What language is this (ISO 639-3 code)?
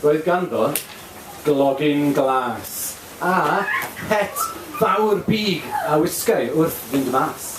cym